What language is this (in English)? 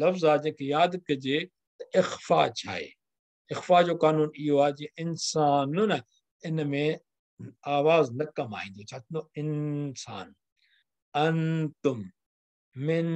Sindhi